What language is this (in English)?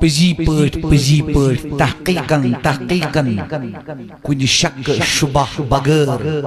Kashmiri